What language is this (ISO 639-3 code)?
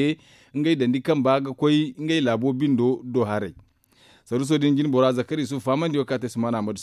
dje